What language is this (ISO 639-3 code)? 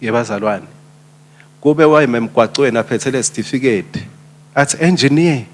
ssw